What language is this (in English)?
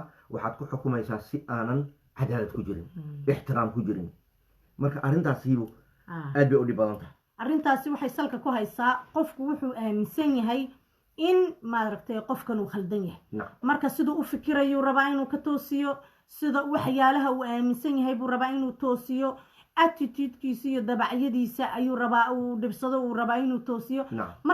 Somali